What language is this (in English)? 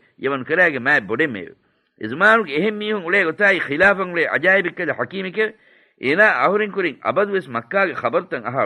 Divehi